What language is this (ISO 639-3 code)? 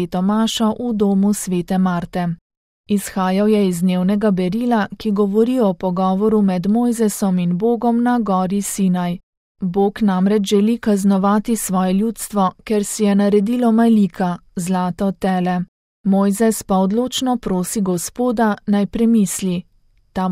slv